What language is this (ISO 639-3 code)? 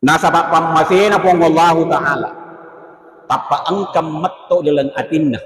bug